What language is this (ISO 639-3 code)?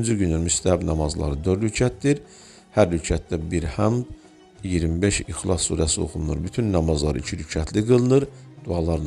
aze